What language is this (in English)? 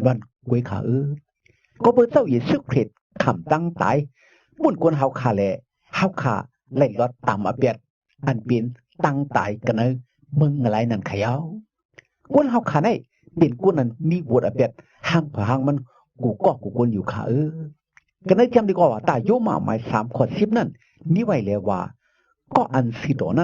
Shan